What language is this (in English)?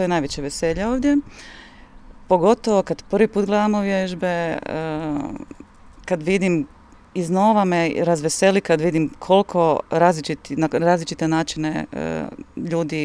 Croatian